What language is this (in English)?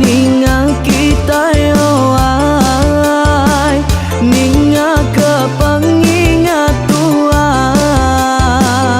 Iban